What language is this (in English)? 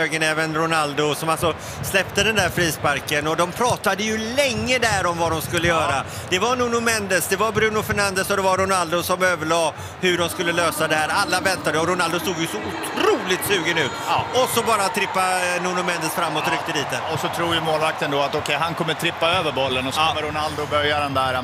Swedish